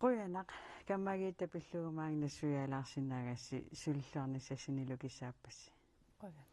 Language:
Kalaallisut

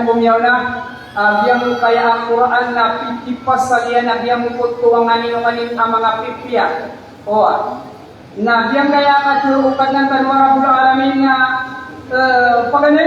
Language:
Maranao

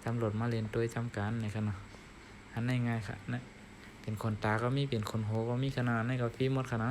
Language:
Shan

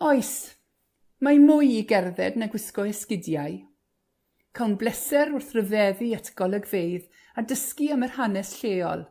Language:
Welsh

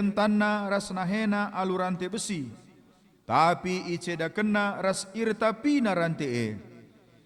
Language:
Batak Karo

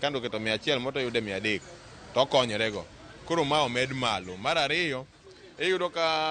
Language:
Luo (Kenya and Tanzania)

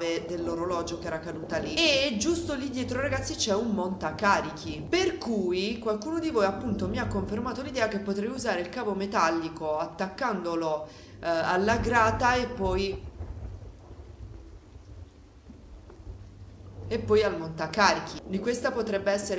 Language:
Italian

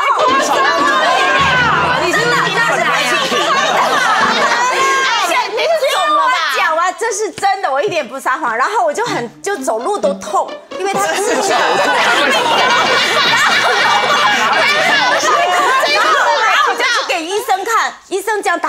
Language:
Chinese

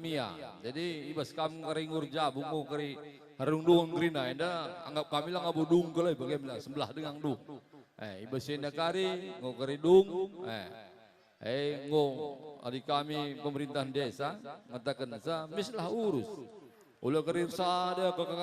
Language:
Batak Karo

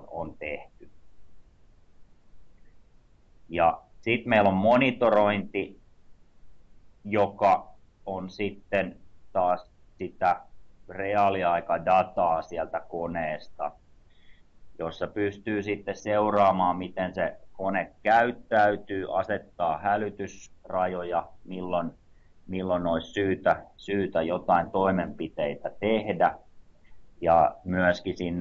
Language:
Finnish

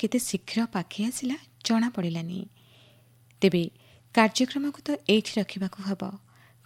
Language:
Odia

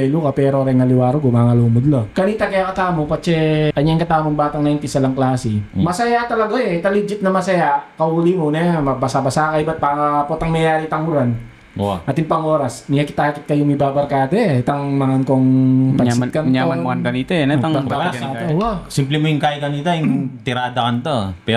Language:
Pampanga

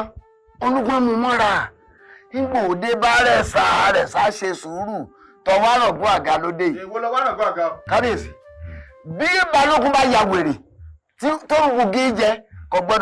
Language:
Yoruba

